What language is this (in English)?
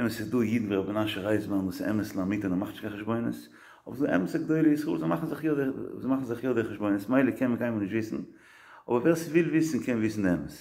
Yiddish